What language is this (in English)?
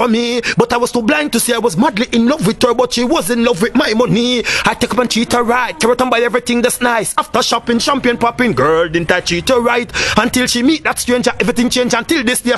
Jamaican Creole English